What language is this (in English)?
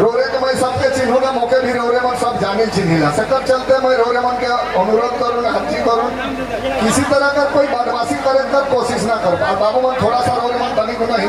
Sadri